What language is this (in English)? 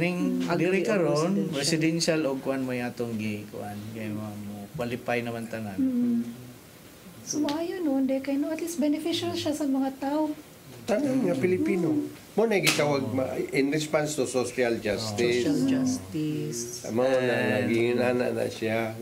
Cebuano